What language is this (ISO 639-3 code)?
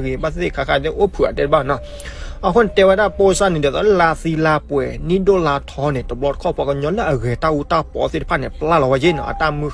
ksw